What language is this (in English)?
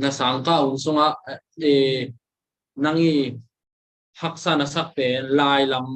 Tedim Chin